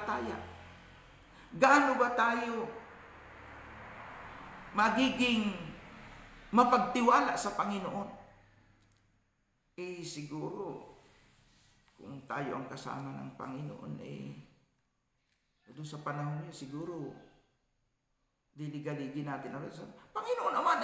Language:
Filipino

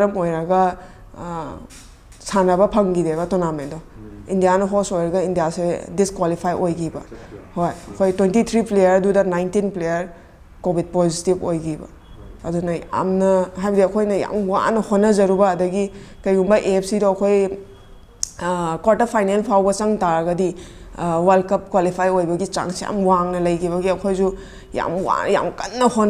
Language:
Manipuri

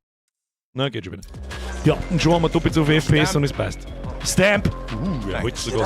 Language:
Bavarian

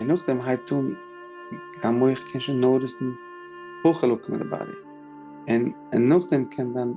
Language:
Yiddish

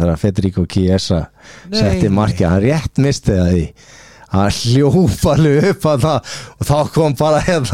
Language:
Icelandic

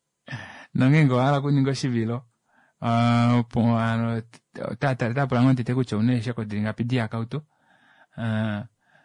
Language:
Kuanyama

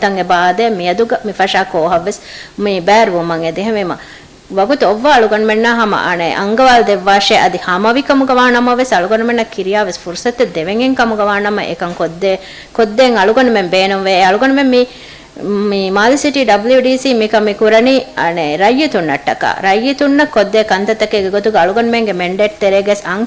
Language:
Divehi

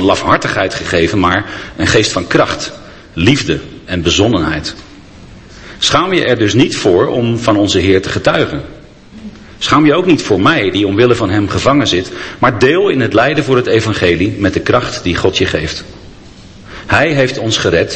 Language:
Dutch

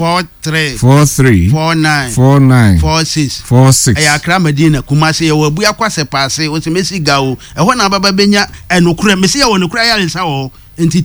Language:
Akan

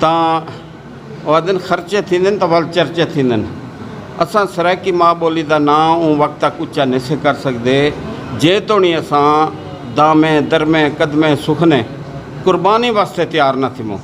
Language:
Saraiki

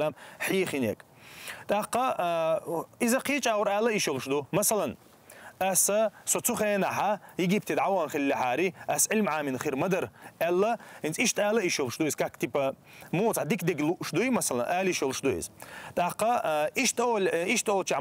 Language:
Chechen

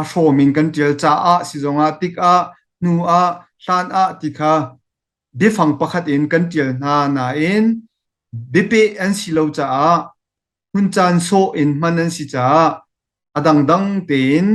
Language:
Hakha Chin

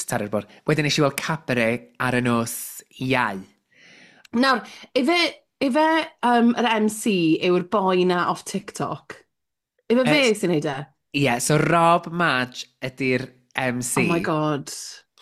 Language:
Welsh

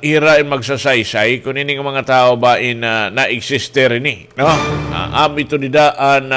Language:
Waray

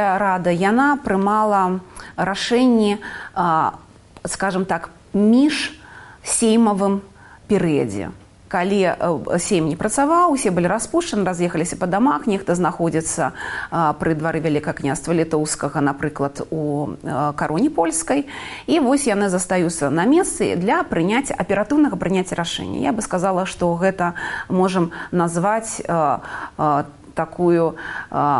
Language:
Belarusian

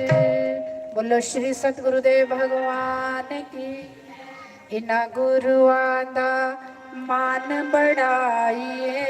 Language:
Dogri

